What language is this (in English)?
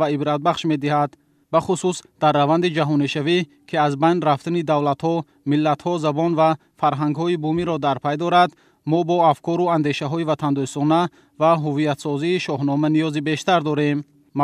Tajik